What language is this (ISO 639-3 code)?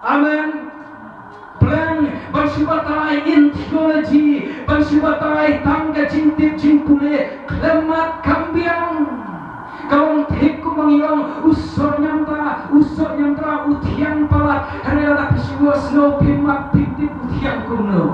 kha